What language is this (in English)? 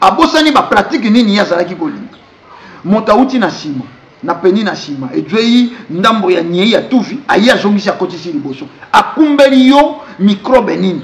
Lingala